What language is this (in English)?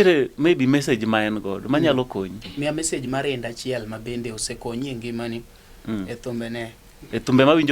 Luo (Kenya and Tanzania)